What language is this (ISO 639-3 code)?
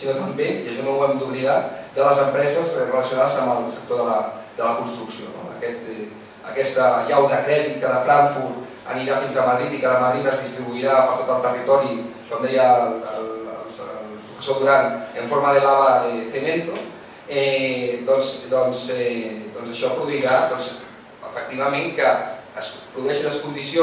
cat